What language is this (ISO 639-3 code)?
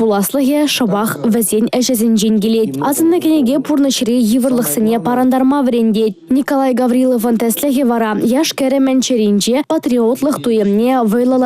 chv